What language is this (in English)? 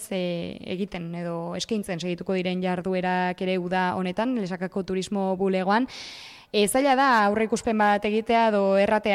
Basque